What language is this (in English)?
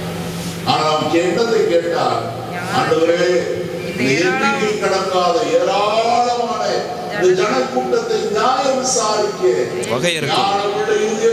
Tamil